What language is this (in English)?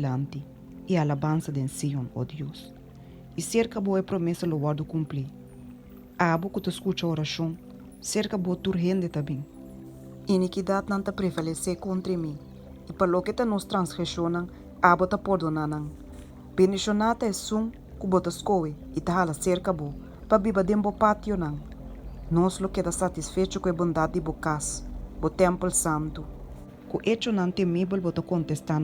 Papiamento